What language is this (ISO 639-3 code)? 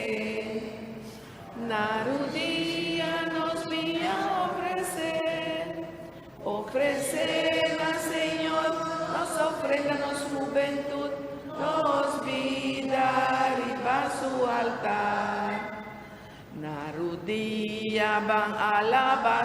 pap